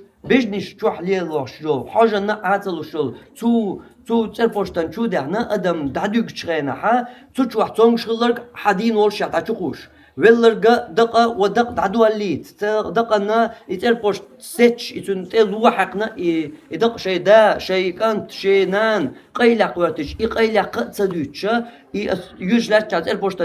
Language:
Chechen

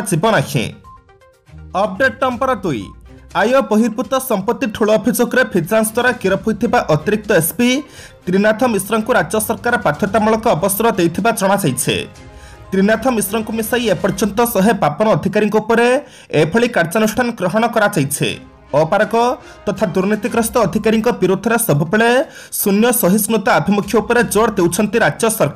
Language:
Odia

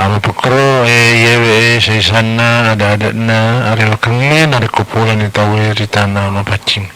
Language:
Buginese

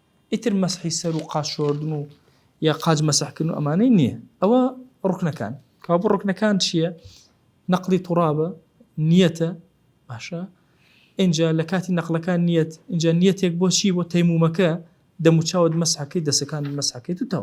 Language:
Central Kurdish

